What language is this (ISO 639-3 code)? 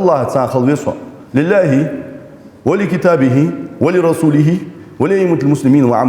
inh